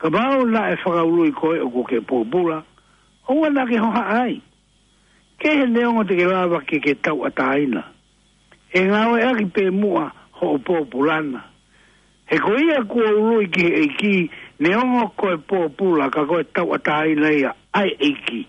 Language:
Tongan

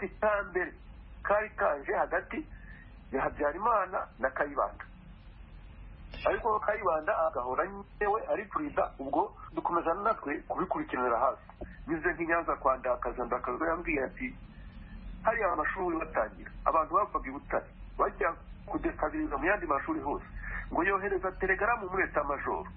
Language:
Kinyarwanda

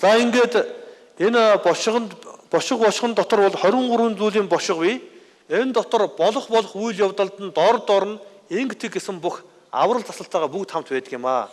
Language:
Mongolian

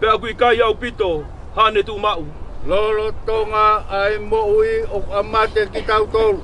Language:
Tongan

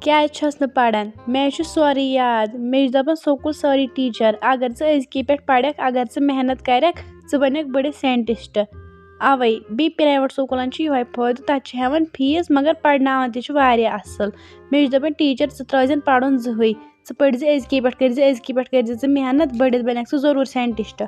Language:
Kashmiri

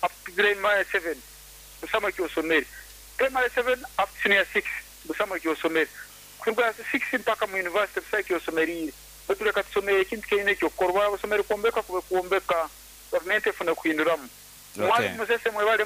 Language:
Nyoro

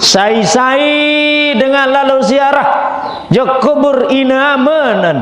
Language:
Sasak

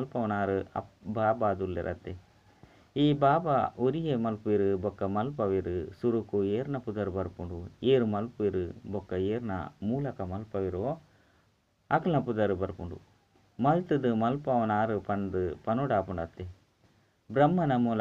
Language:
Tulu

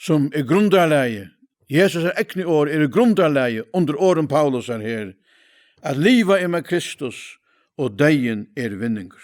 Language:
Faroese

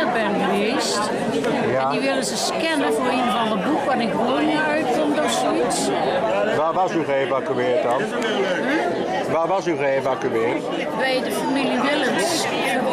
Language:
Limburgish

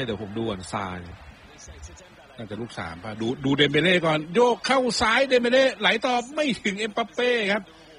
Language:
Thai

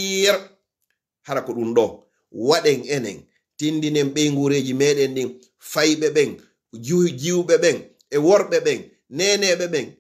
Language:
Fula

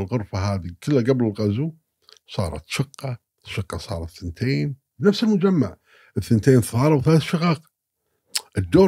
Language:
Gulf Arabic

